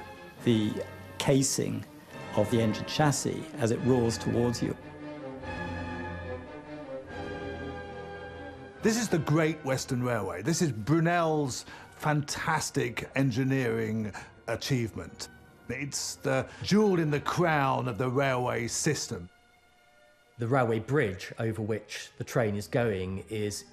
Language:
English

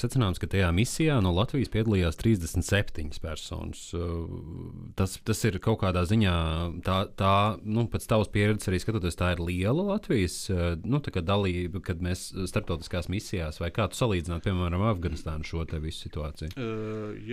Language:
Latvian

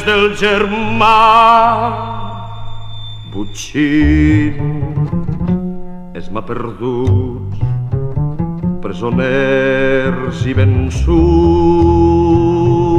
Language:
Catalan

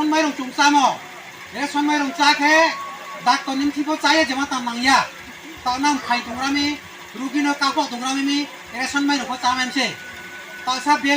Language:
Riang (India)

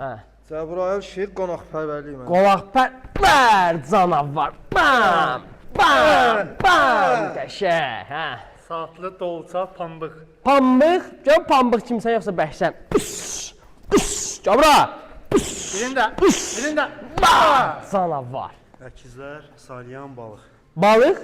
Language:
Azerbaijani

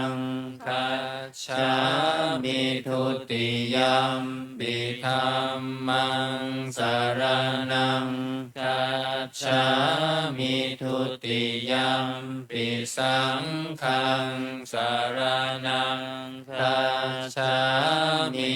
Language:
Pali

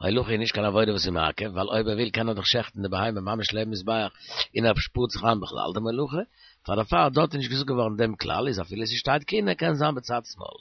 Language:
Yiddish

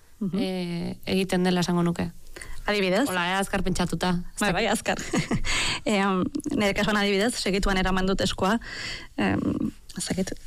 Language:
Basque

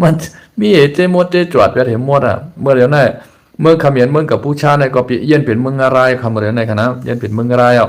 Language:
Shan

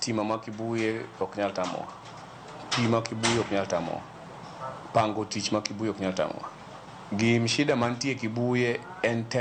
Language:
Luo (Kenya and Tanzania)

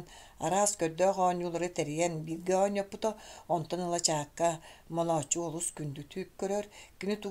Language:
Yakut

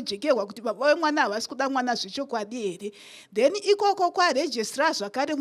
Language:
Shona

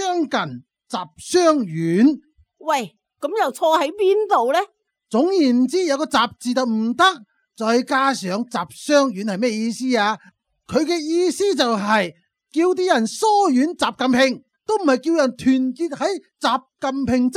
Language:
Cantonese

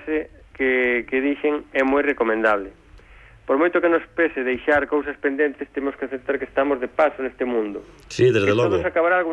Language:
Galician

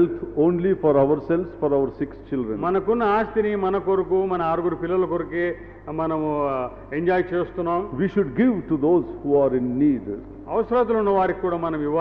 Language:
Telugu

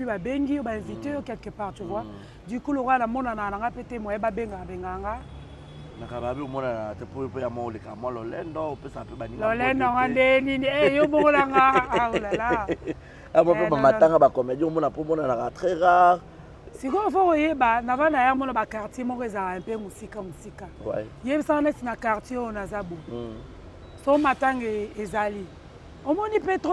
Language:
Lingala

